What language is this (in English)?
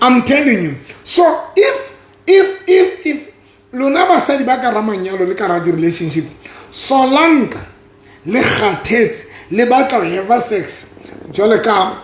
Southern Sotho